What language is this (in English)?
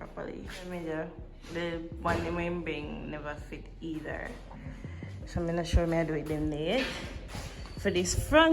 Jamaican Creole English